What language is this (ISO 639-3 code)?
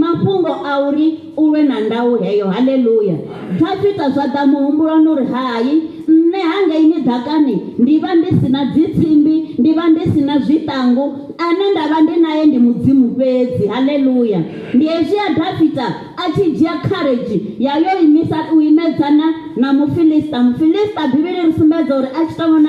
ven